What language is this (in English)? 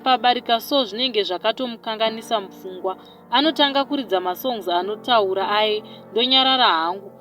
Shona